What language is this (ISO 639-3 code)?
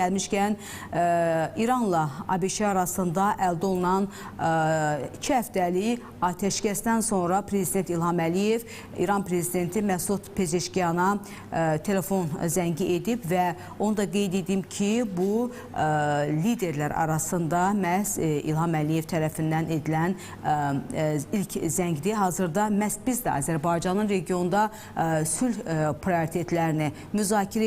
aze